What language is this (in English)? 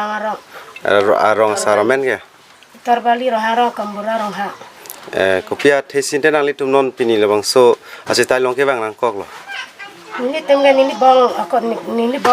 Karbi